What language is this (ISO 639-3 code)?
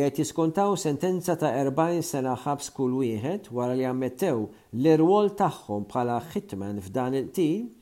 mlt